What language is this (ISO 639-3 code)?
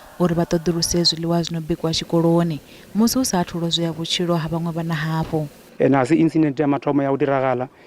ven